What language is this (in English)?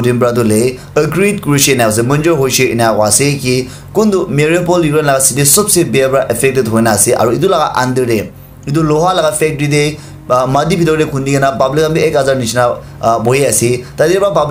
Naga Pidgin